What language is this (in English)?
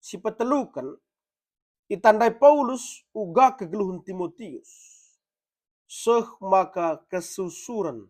Batak Karo